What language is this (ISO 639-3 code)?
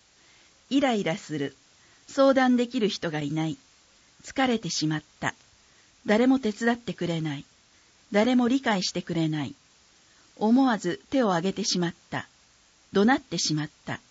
jpn